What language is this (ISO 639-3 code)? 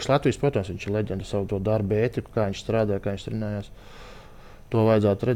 lav